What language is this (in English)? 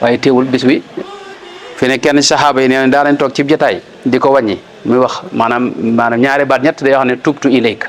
Wolof